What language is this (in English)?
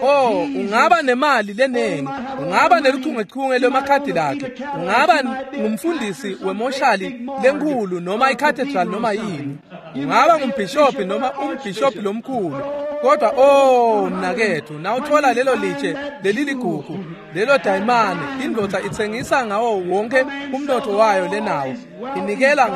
Swati